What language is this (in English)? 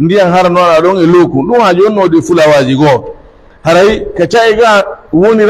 Pular